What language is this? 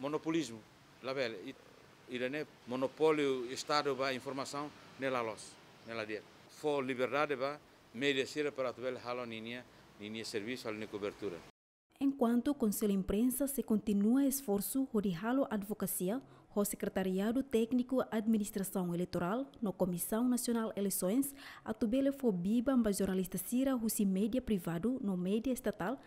Tetum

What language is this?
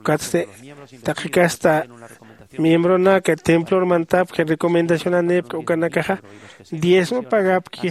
Aymara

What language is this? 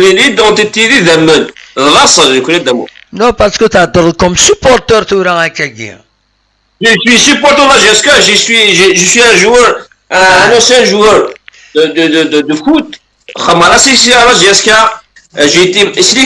Kabyle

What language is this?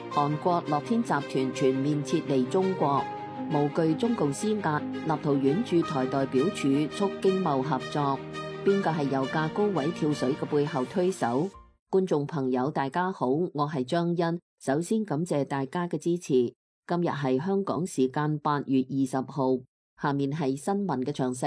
Cantonese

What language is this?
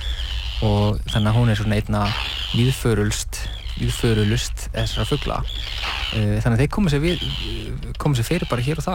Icelandic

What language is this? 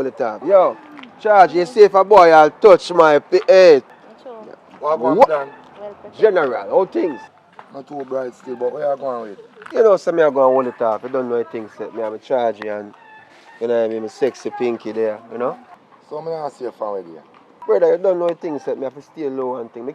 Jamaican Creole English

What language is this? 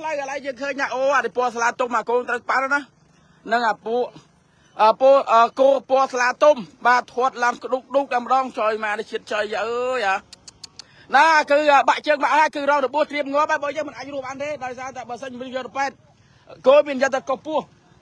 Khmer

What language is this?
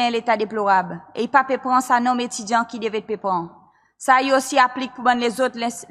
Seselwa Creole French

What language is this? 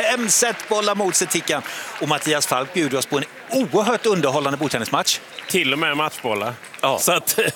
Swedish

